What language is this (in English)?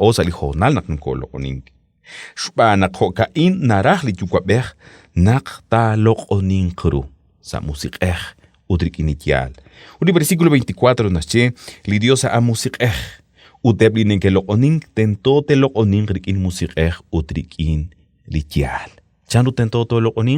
Kekchí